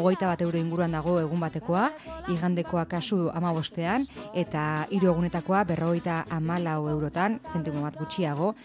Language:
Basque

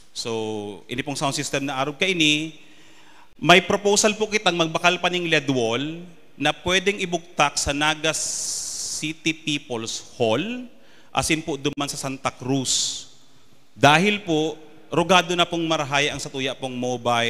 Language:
Bikol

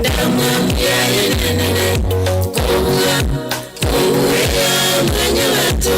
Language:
Gusii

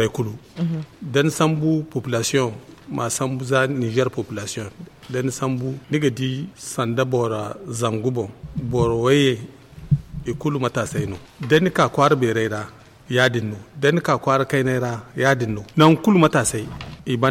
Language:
Zarma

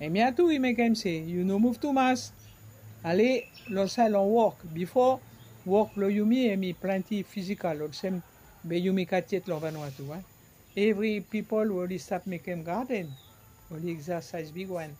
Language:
Bislama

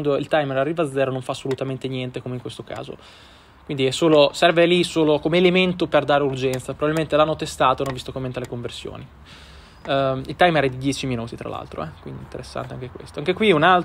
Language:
Italian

